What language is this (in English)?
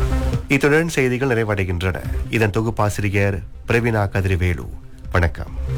Tamil